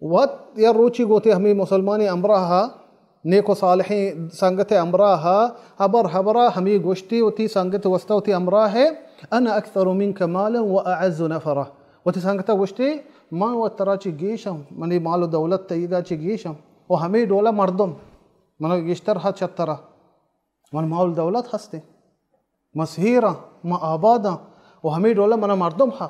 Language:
Baluchi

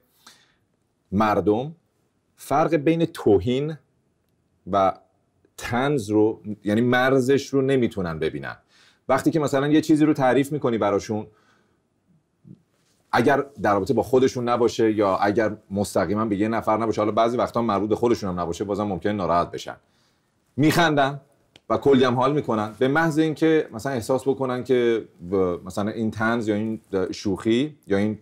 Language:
Persian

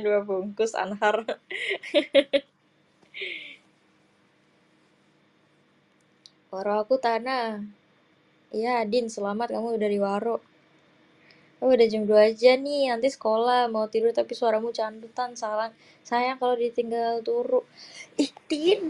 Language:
Indonesian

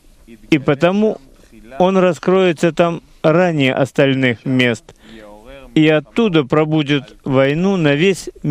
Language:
Russian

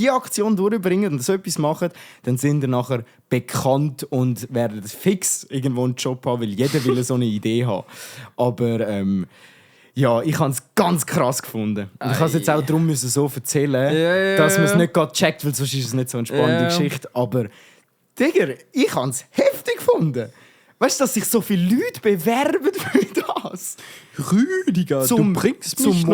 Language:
Swiss German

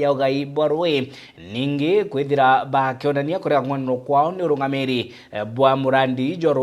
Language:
Meru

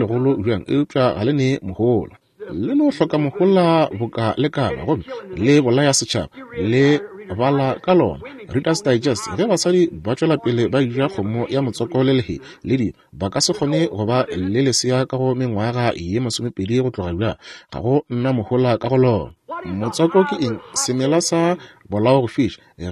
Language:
Northern Sotho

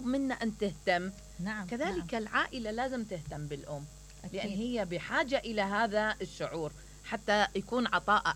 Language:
Mesopotamian Arabic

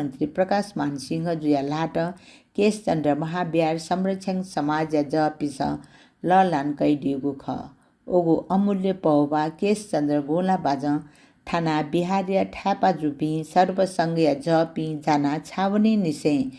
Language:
Newari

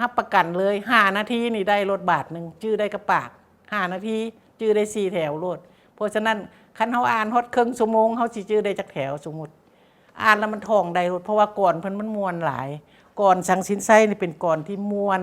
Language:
Lao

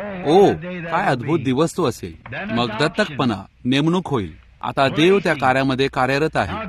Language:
Marathi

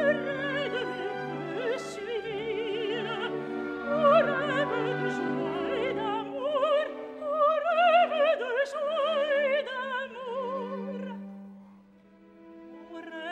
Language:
French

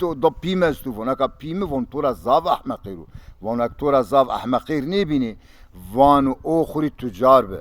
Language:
Zaza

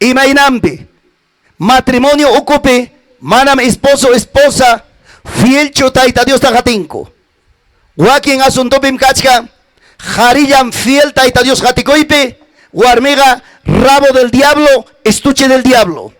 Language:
Ayacucho Quechua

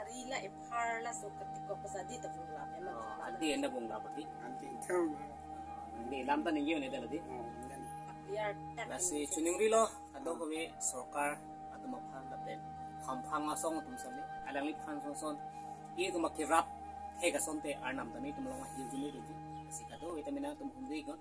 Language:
Karbi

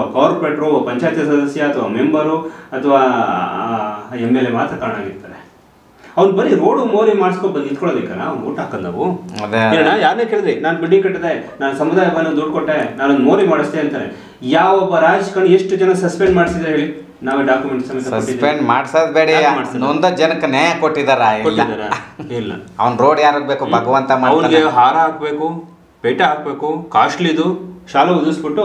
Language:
Kannada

